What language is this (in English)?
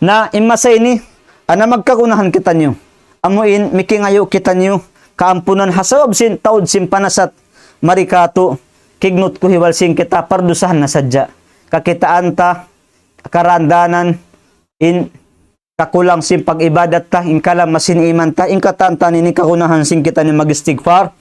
Tausug